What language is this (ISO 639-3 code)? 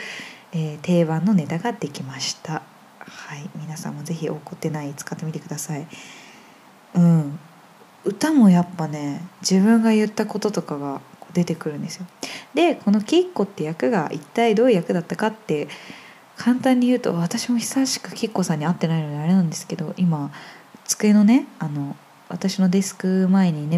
jpn